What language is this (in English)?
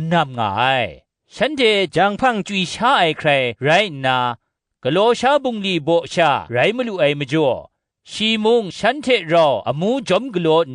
Kachin